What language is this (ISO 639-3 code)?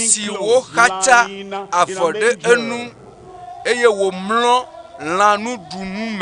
ewe